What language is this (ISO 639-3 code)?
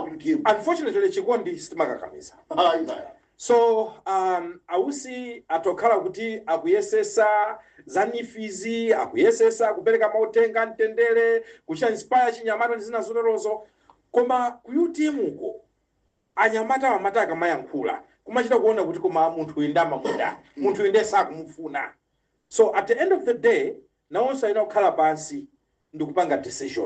nya